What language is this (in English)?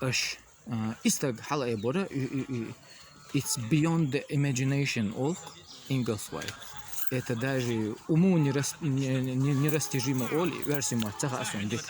Chechen